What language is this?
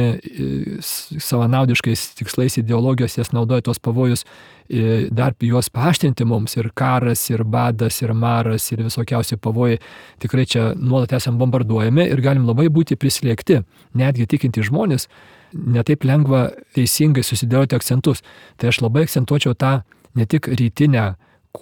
Lithuanian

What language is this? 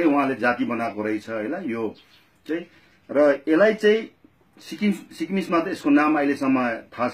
Nepali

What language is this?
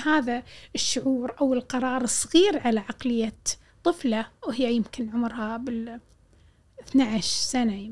Gulf Arabic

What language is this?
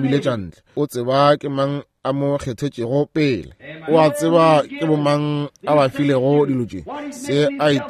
Northern Sotho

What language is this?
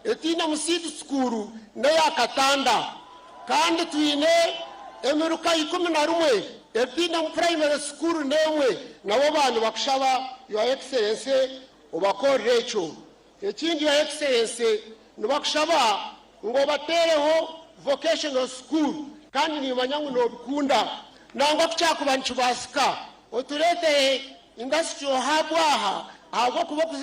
Nyankole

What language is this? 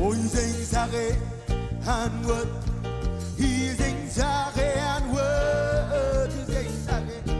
Marshallese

